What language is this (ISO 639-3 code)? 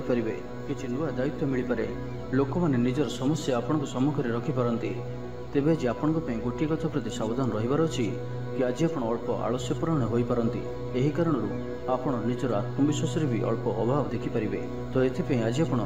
ori